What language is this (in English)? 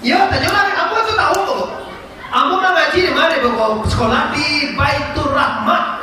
Minangkabau